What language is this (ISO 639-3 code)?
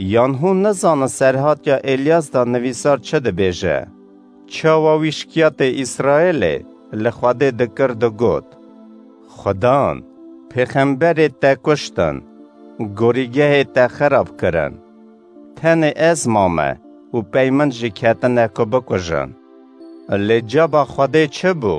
kur